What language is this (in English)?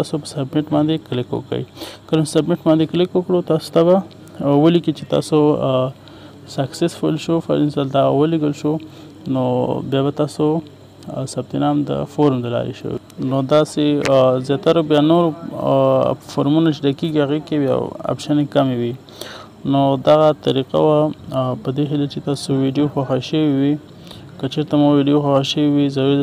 Pashto